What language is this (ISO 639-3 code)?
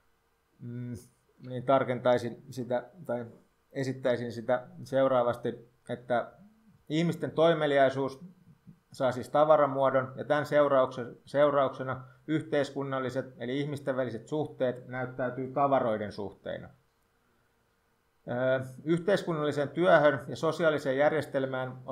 fin